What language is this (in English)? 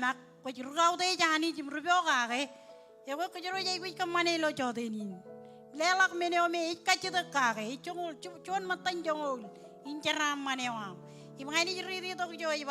Marshallese